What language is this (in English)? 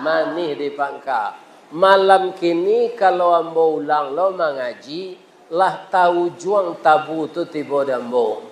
Minangkabau